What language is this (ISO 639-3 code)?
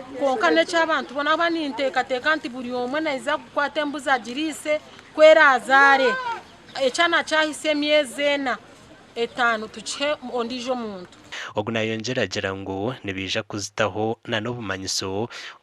nyn